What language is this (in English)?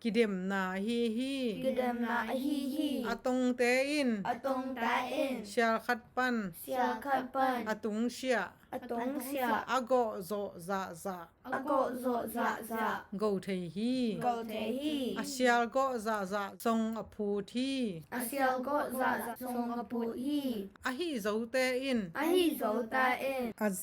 Tedim Chin